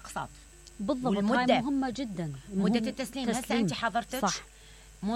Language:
Mesopotamian Arabic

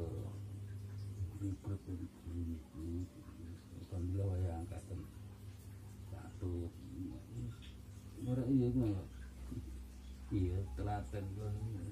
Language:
Javanese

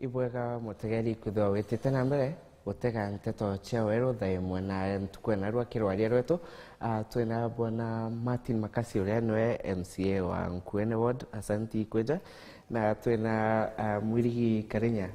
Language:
Meru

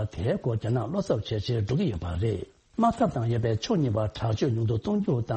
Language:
Tibetan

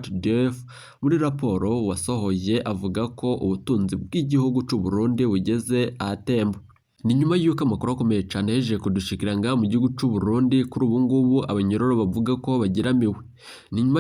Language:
Rundi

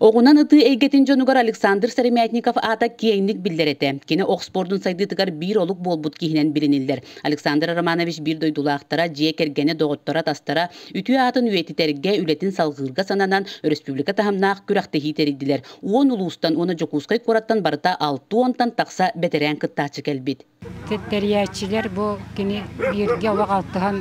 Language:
Yakut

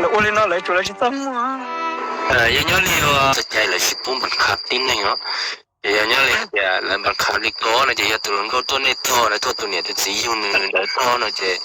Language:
Hmong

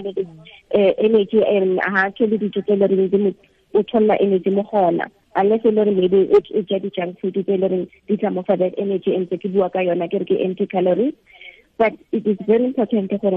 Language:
Tswana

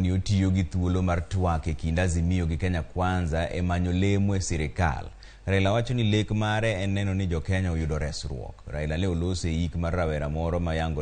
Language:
Luo (Kenya and Tanzania)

